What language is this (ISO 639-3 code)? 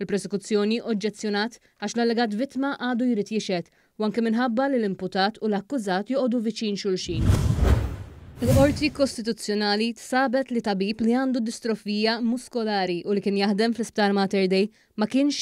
mlt